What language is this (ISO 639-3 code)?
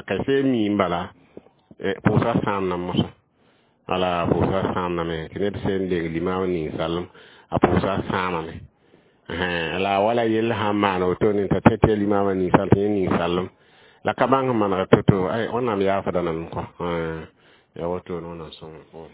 mos